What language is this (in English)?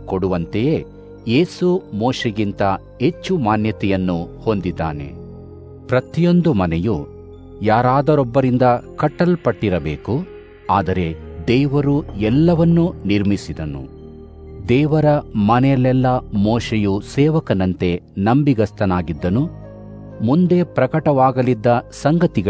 Kannada